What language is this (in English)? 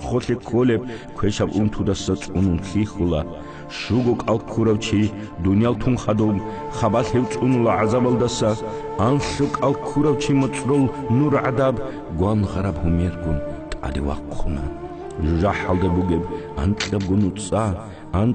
Avaric